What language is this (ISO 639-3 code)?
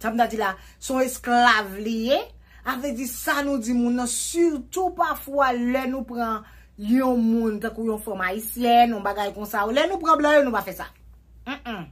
hat